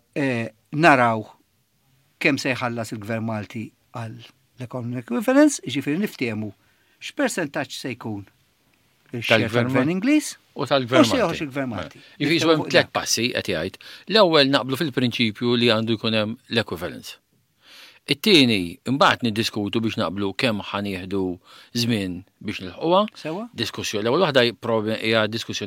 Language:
Maltese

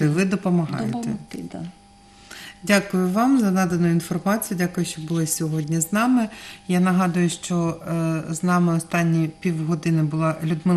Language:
Ukrainian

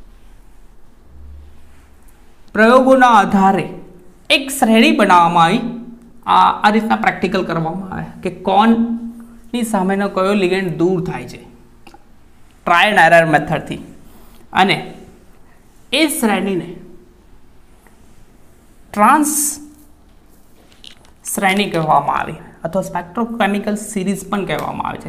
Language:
Gujarati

